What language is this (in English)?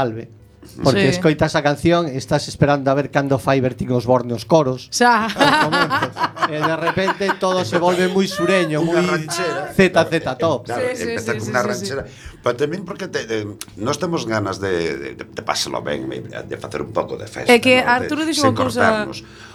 Galician